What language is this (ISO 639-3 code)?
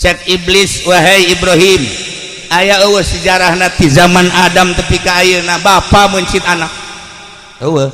sun